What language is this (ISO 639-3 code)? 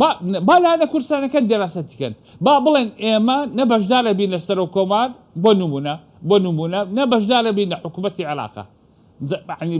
ckb